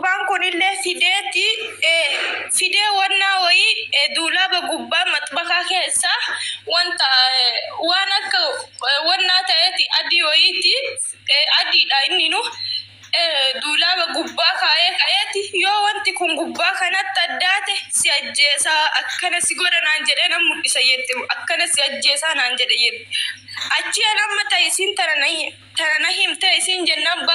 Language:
Oromo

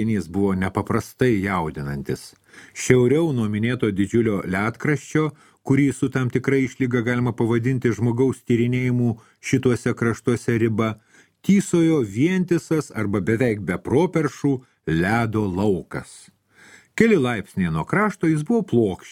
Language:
Lithuanian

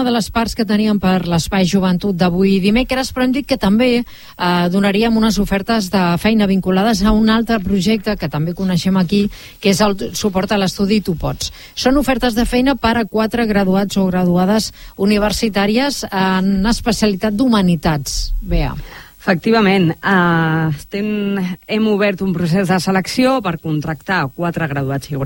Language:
Catalan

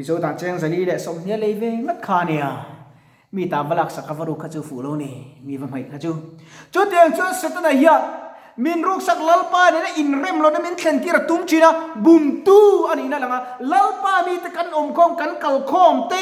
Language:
Mizo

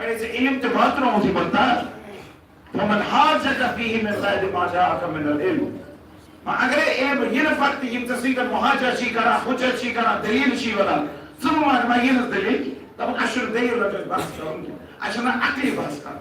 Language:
Kashmiri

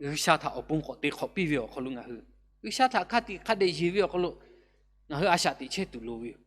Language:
Lahu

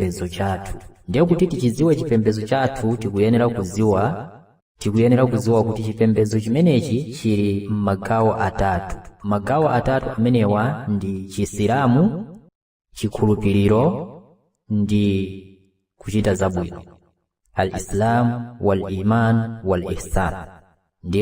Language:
Nyanja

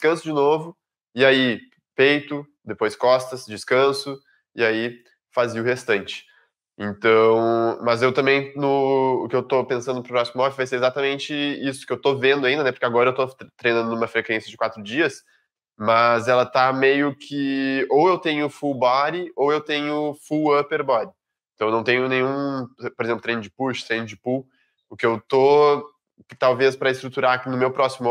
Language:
Portuguese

